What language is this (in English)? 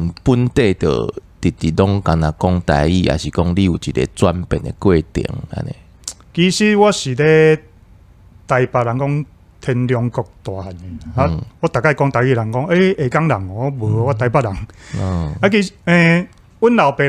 Min Nan Chinese